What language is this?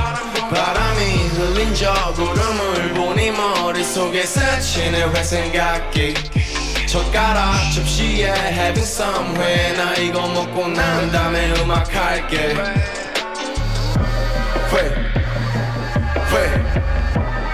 Korean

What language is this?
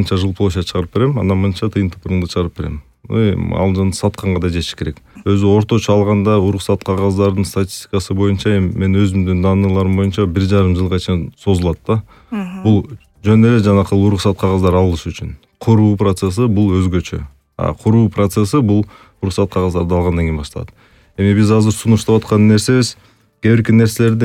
Kyrgyz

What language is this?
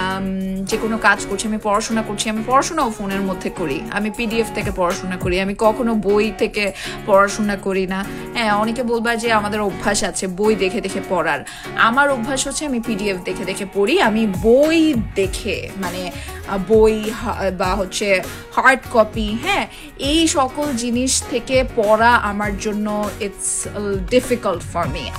Bangla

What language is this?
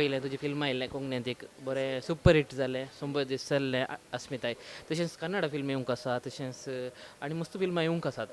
Konkani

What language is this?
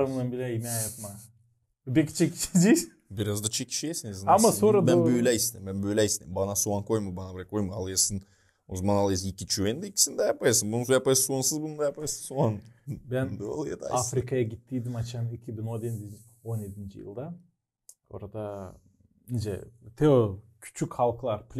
Gagauz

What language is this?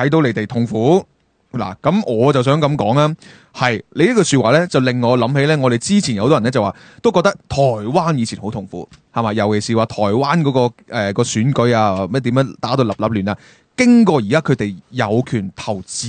Cantonese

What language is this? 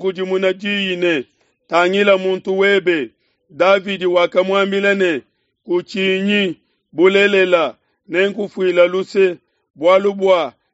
Luba-Lulua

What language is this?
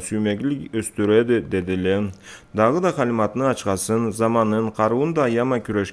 Karachay-Balkar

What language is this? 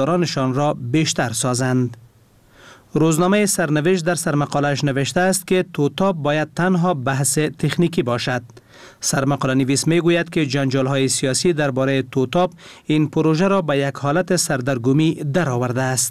Persian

